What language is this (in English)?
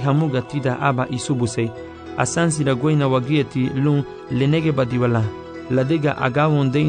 Garifuna